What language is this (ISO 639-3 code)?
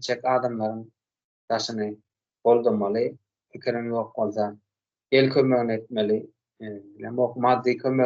tuk